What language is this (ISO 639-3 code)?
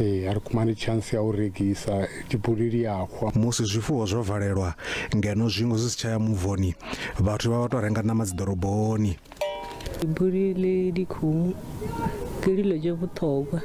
ven